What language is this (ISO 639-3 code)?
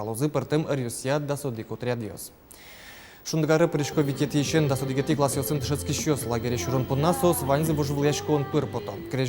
udm